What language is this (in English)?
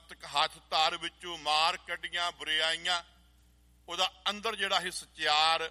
Punjabi